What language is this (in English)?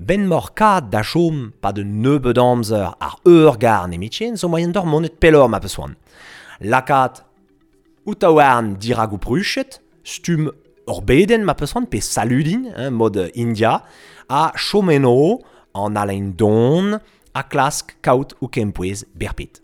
Breton